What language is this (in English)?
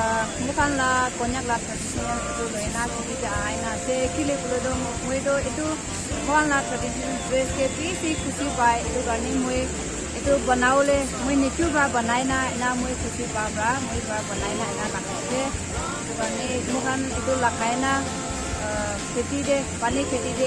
Naga Pidgin